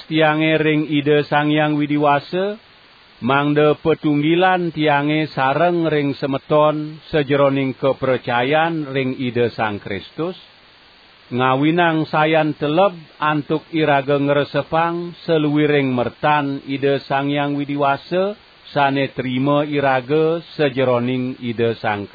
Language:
Balinese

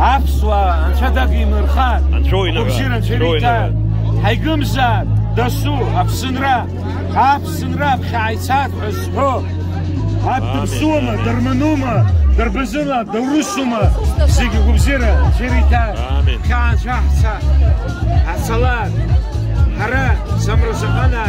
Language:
Abkhazian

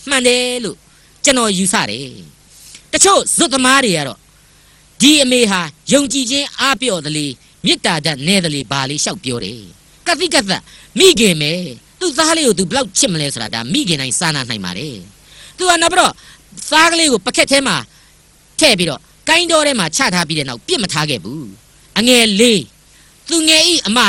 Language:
Burmese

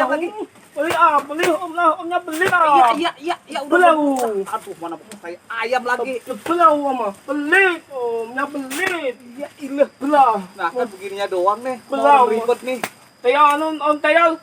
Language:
Betawi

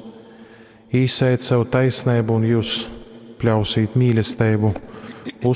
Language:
Latgalian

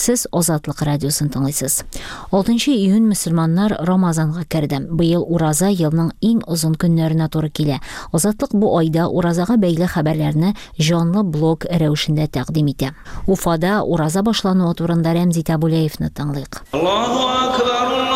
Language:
Tatar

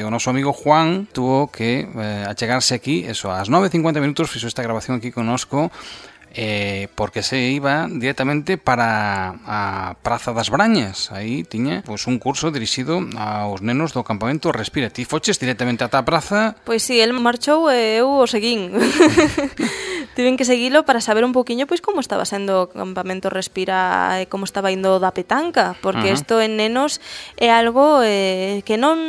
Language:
Galician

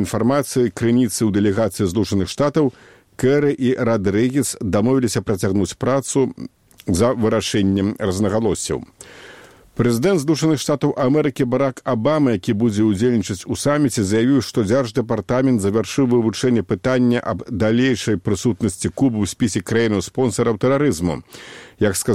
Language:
Belarusian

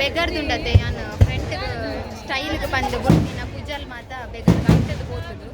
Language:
Tulu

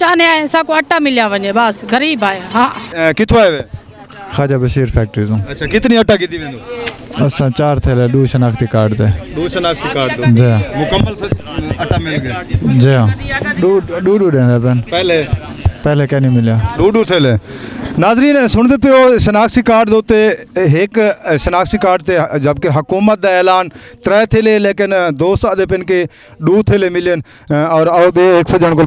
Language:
Saraiki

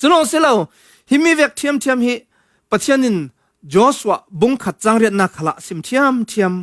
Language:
Falam Chin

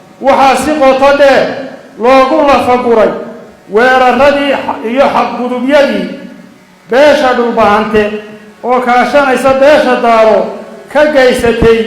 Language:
Somali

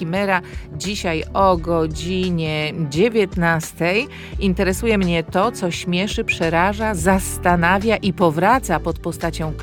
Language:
Polish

